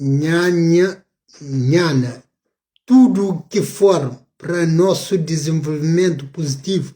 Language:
Kabuverdianu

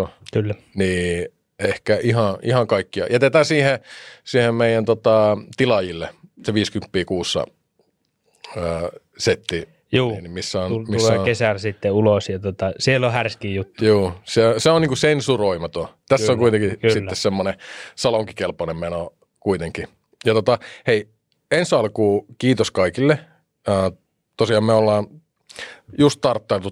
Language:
Finnish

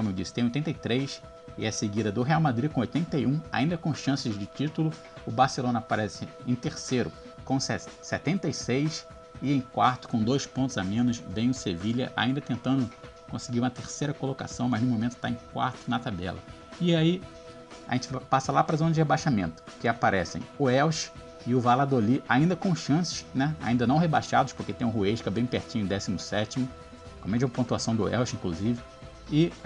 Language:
Portuguese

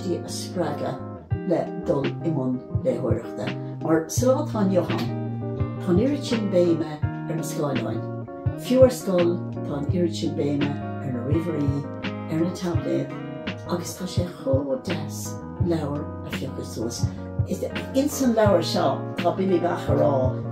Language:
Irish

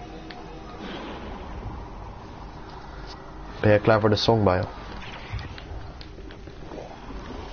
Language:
Dutch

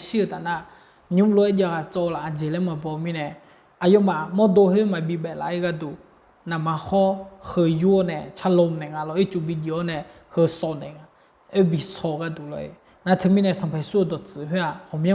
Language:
Akha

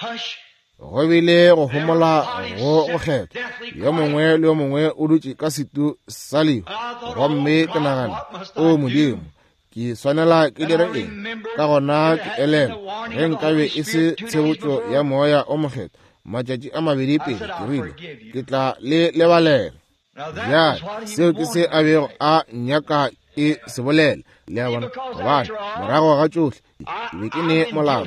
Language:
Northern Sotho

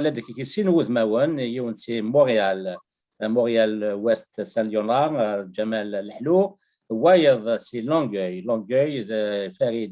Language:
Kabyle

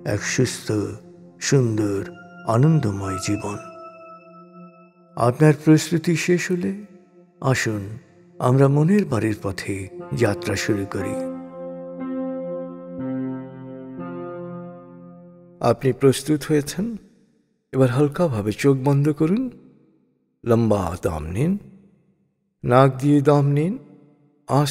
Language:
Bangla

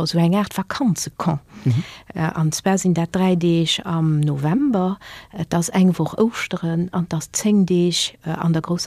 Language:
Luxembourgish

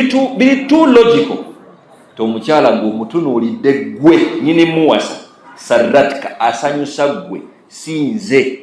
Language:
Ganda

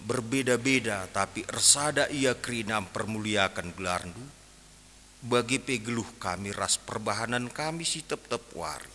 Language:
Batak Karo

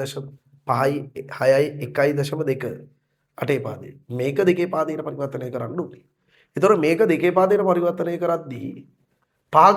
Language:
Sinhala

